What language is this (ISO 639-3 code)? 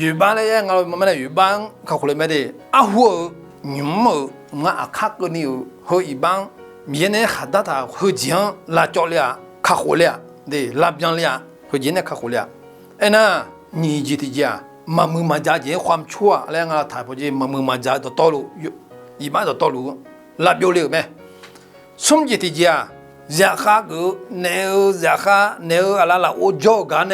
ahk